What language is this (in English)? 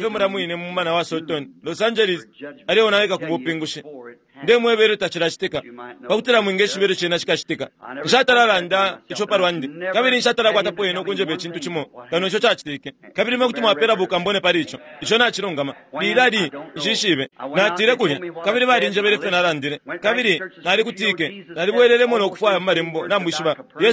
Bemba